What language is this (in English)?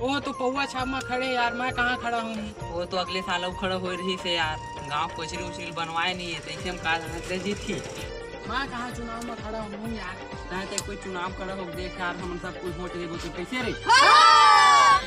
Chhattisgarhi